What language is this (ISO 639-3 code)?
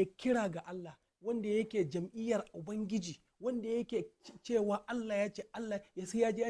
hau